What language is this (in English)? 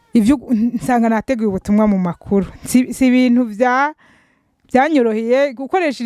Rundi